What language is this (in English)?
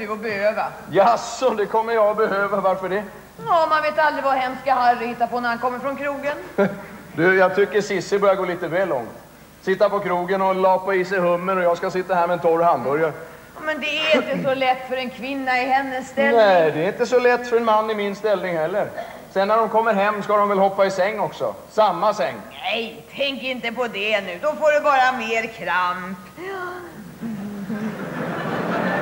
Swedish